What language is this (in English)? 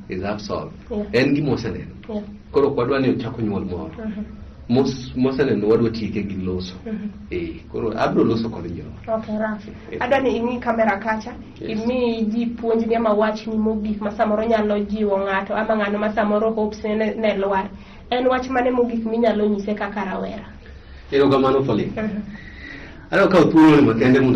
Luo (Kenya and Tanzania)